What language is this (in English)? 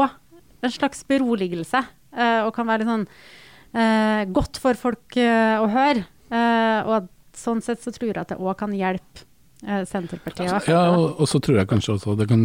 Norwegian